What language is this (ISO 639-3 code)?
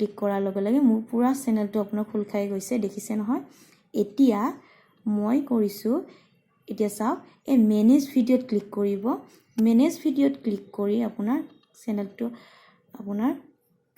asm